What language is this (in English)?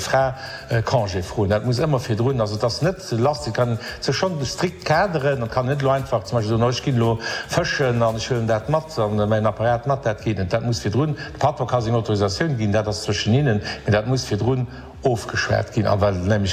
Luxembourgish